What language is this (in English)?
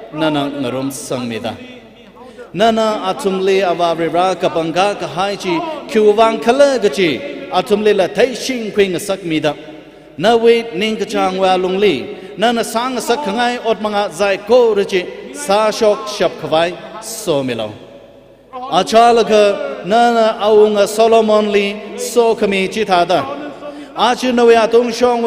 Tangkhul Naga (India)